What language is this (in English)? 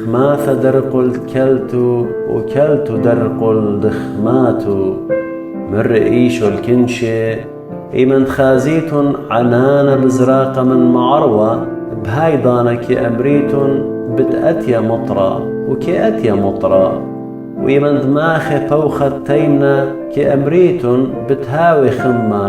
Assyrian Neo-Aramaic